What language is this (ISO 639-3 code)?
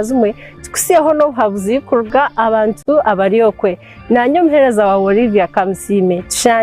nyn